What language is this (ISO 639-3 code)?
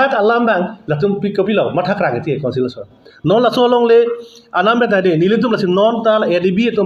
mjw